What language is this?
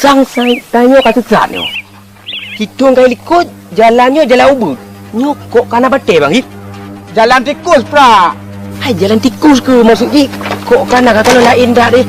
Achinese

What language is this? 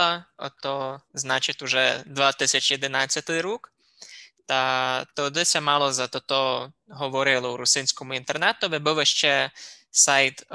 Rusyn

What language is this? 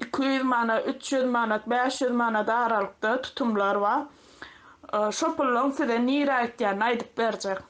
Turkmen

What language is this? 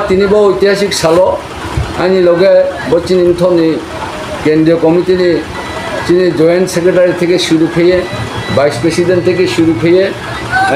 Riang (India)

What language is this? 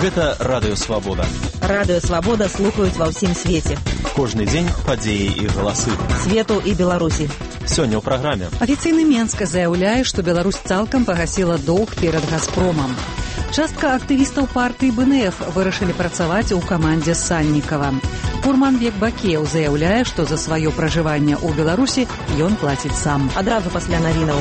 Belarusian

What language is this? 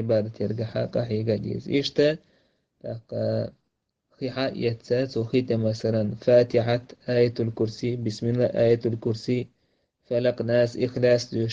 Chechen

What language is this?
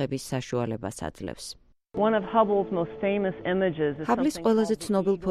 Georgian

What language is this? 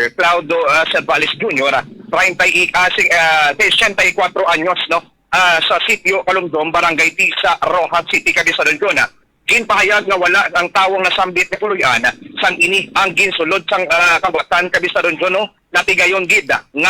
Hiligaynon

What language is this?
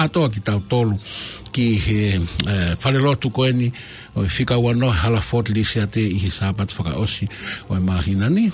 Tongan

